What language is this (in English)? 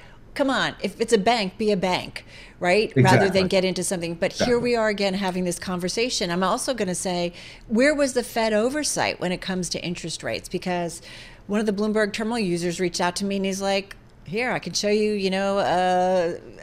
English